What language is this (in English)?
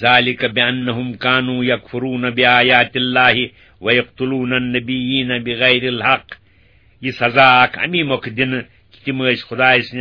Kashmiri